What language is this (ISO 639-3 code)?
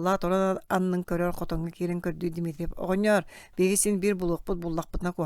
sah